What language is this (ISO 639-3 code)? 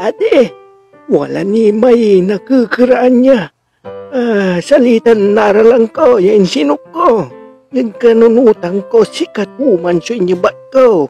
pag